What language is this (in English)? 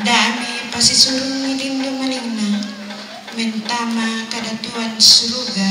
Toraja-Sa'dan